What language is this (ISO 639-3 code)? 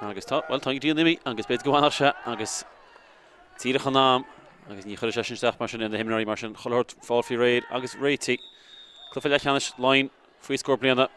gle